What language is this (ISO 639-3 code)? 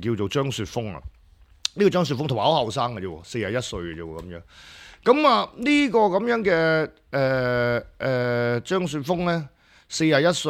yue